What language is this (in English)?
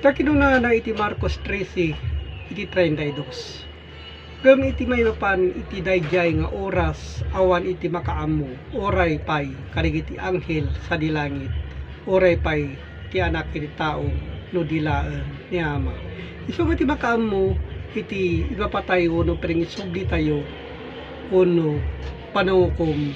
Iloko